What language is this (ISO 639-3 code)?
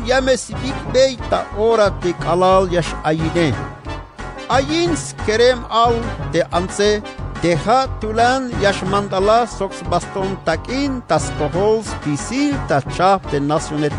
tzh